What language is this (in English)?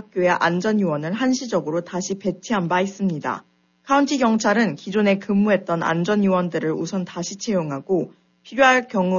Korean